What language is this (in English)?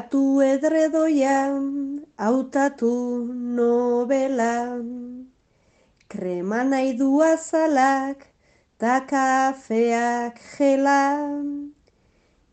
Basque